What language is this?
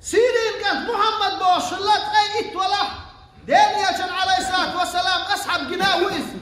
Chechen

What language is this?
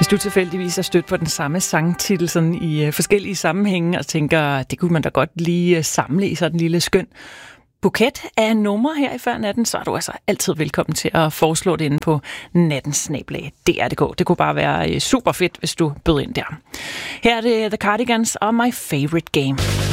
Danish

